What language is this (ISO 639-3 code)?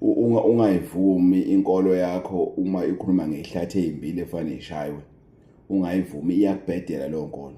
zul